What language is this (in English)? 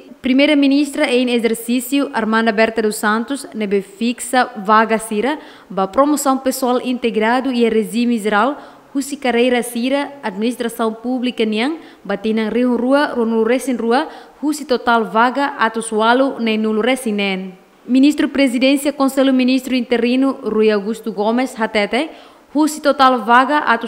Tetum